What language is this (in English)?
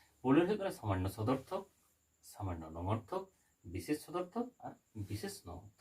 Santali